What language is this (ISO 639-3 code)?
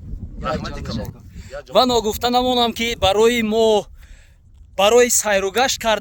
tgk